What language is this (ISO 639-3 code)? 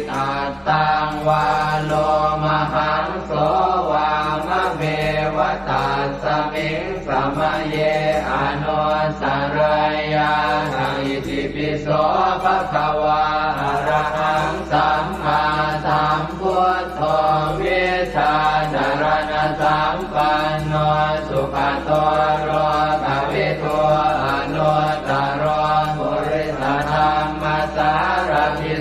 pli